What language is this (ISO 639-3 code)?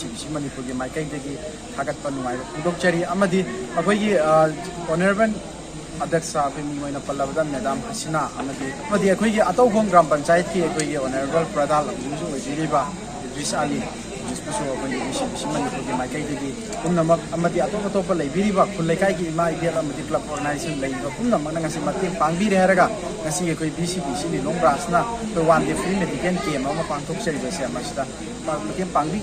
mni